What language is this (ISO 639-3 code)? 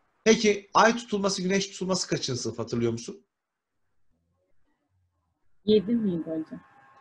tur